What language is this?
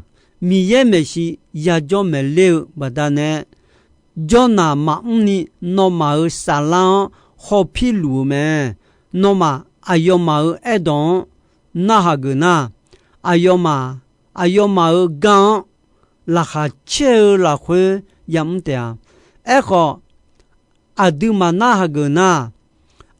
Akha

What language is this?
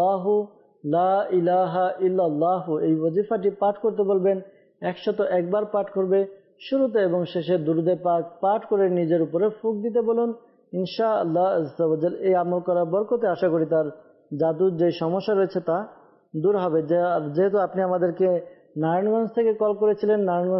Bangla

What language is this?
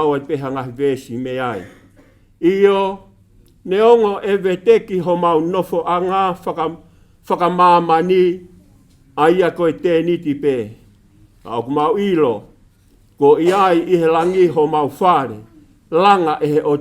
Tongan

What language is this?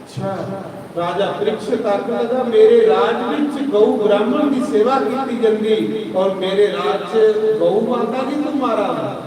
Dogri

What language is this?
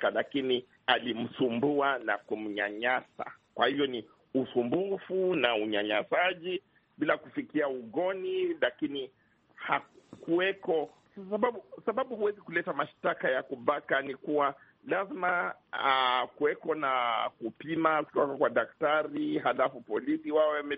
Swahili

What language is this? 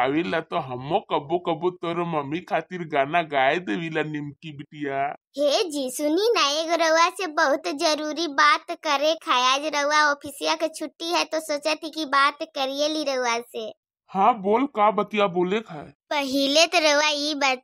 Bhojpuri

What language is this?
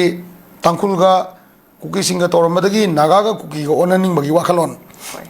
Manipuri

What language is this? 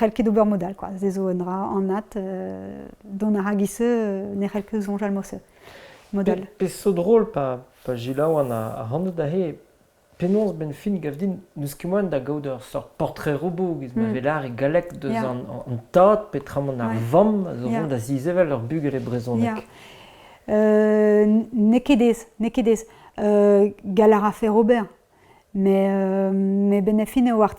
Breton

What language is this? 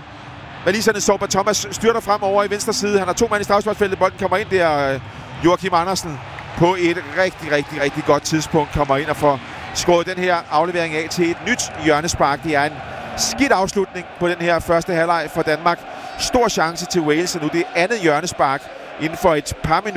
Danish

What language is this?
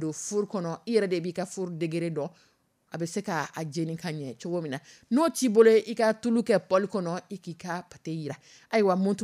Dyula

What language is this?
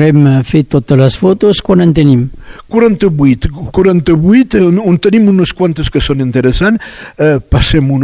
Catalan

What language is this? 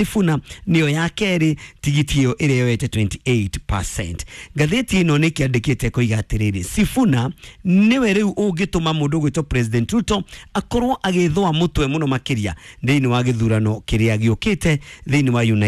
Kikuyu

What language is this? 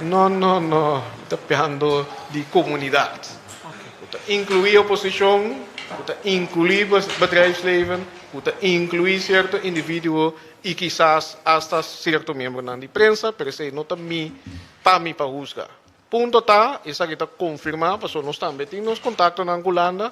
Papiamento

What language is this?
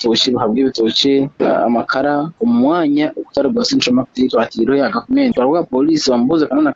Nyankole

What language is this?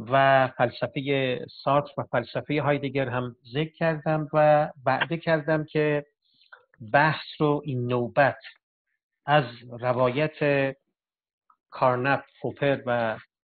Persian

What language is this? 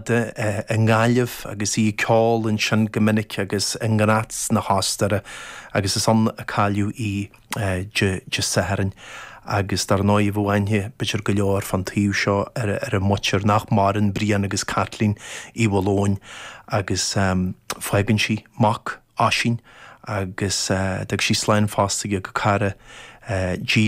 Irish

